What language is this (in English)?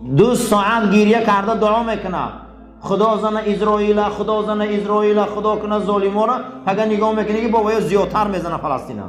Tajik